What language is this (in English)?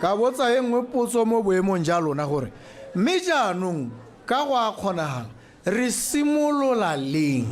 Tswana